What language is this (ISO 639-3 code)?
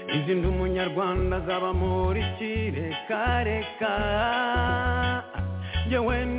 kin